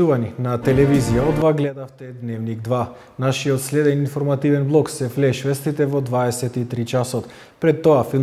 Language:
Macedonian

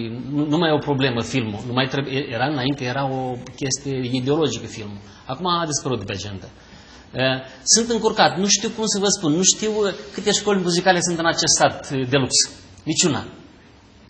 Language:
Romanian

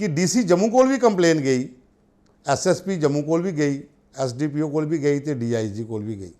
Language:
Dogri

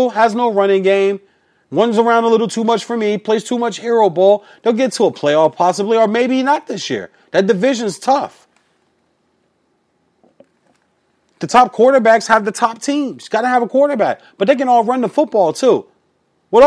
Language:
English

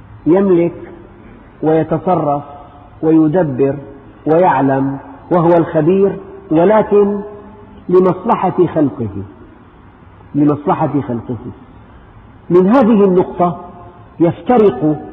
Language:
Arabic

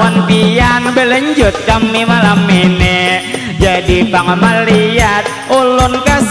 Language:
Banjar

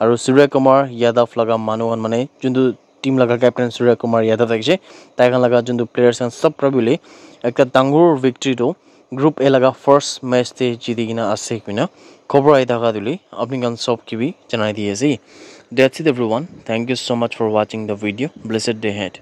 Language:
Naga Pidgin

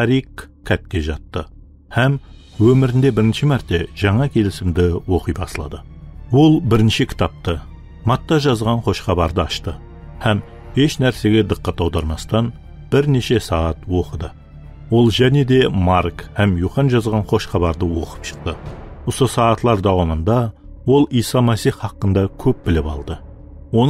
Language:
Kara-Kalpak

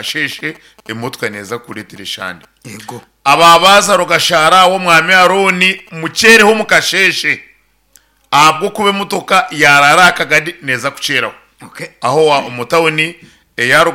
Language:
Nyankole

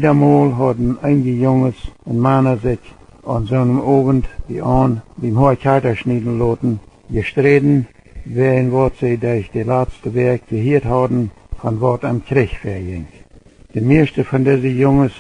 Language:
Plautdietsch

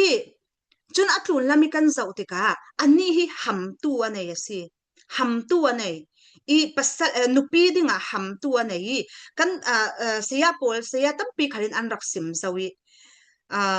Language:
Falam Chin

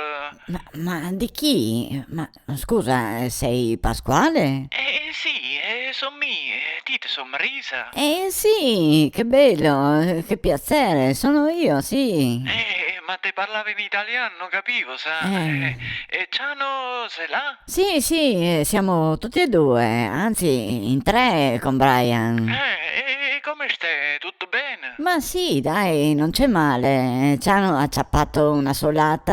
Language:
Venetian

